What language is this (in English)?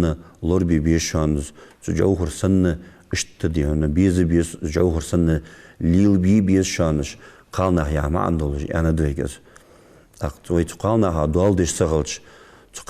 Ingush